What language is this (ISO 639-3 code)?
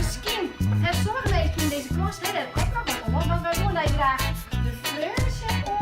fry